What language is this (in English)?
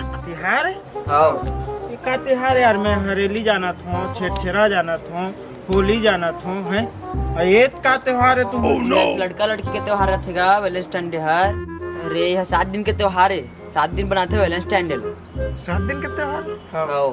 Chhattisgarhi